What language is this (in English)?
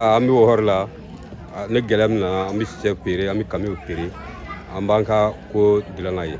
Bambara